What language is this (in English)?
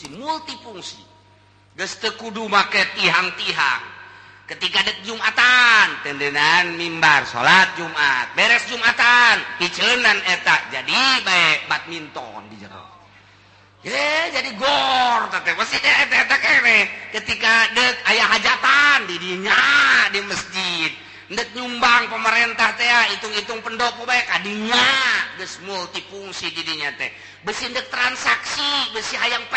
Sundanese